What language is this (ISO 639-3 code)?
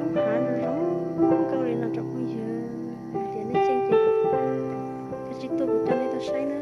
hmn